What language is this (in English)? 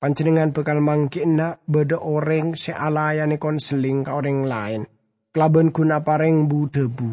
Madurese